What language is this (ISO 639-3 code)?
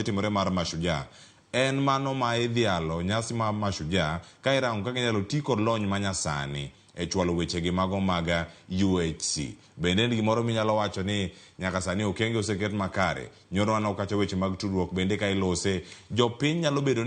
luo